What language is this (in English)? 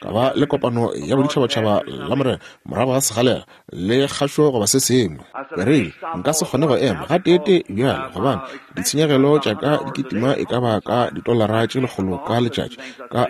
Northern Sotho